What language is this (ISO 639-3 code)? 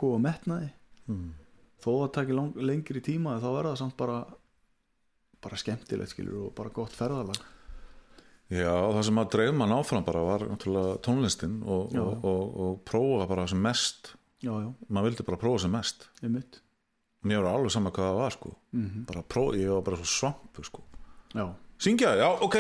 isl